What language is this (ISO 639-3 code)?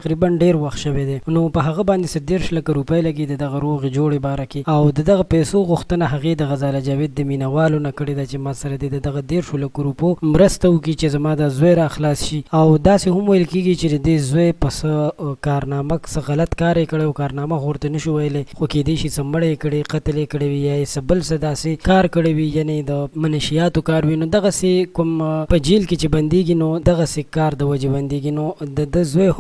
pus